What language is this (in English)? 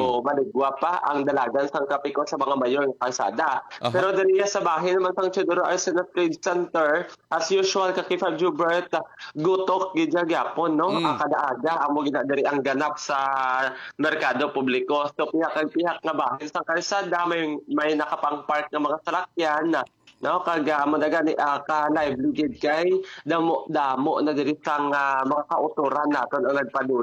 Hiligaynon